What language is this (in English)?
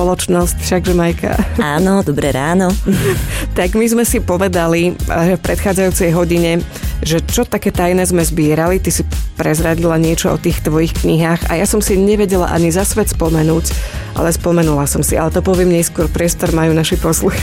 Slovak